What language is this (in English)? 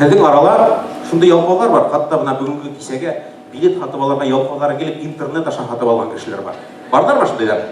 Bashkir